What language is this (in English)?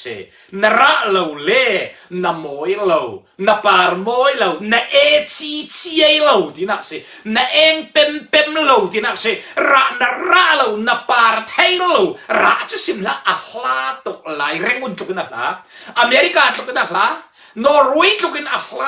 Falam Chin